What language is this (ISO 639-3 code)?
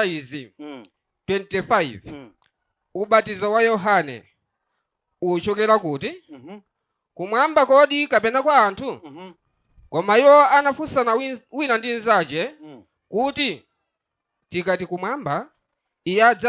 nya